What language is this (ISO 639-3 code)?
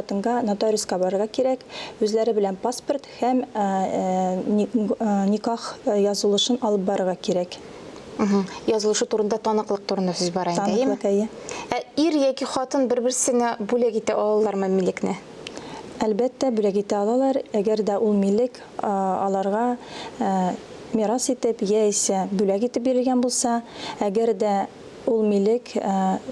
tat